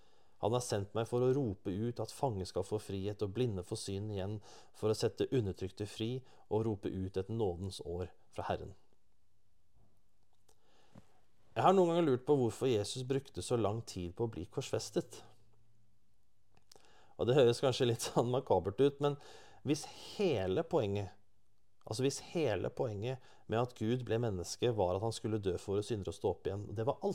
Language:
Norwegian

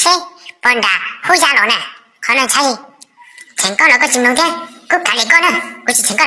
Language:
Hmong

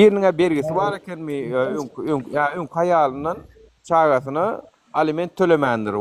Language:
Turkmen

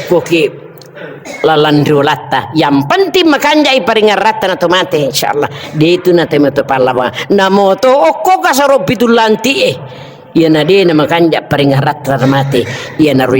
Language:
Buginese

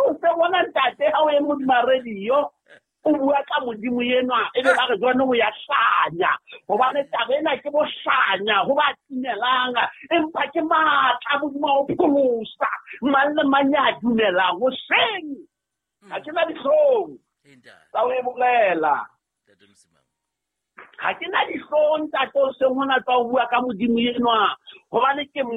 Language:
Southern Sotho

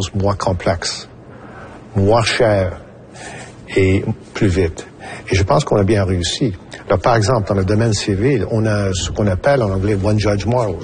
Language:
French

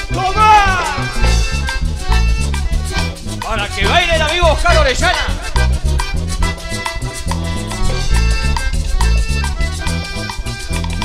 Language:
Spanish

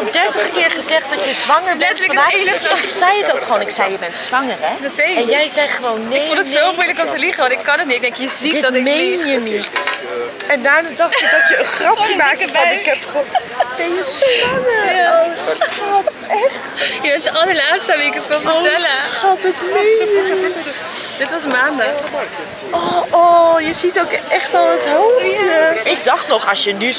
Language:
Dutch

